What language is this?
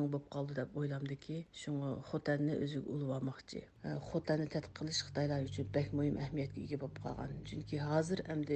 Uyghur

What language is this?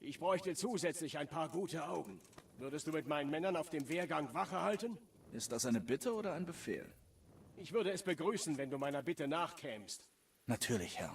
Swiss German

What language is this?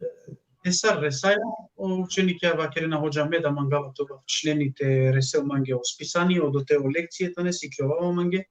Balkan Romani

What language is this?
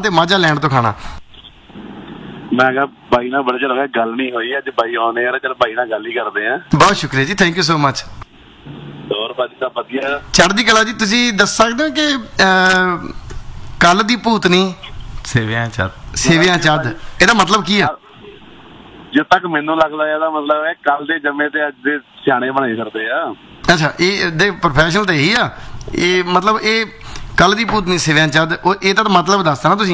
Punjabi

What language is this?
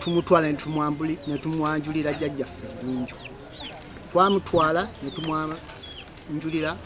Ganda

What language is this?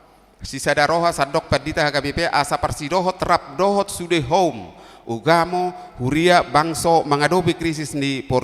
Batak Toba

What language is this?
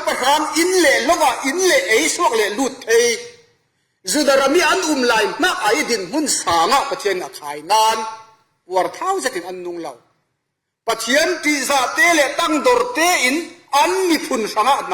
Falam Chin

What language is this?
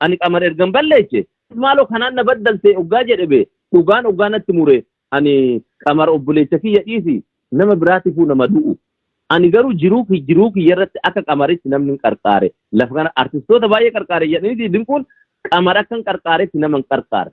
Oromo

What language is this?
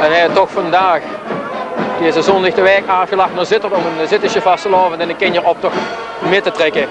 Limburgish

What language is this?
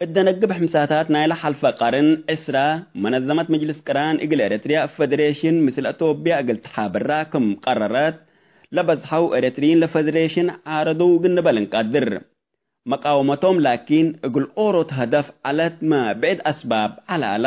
Tigre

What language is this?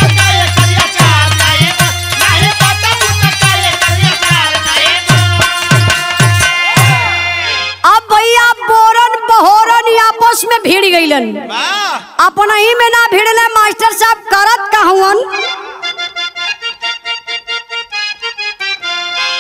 Bhojpuri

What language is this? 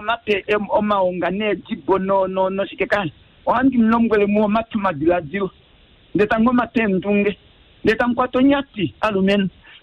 Kuanyama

